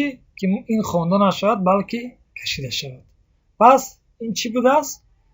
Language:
Tajik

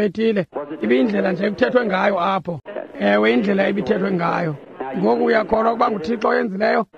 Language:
Xhosa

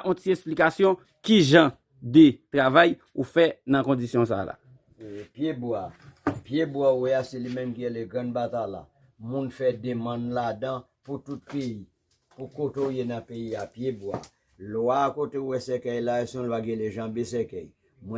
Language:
Haitian Creole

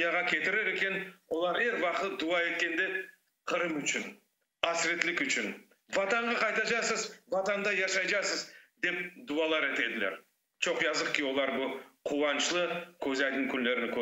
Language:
Crimean Tatar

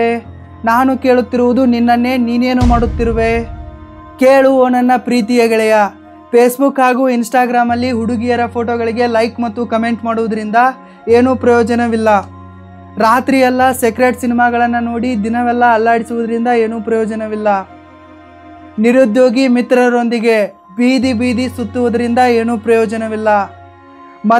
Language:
Kannada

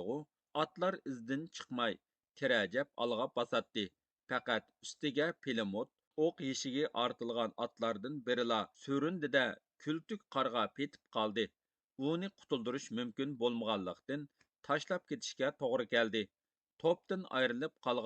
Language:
Uyghur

